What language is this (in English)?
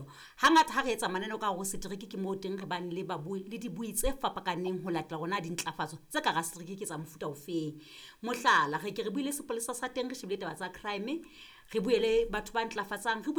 Southern Sotho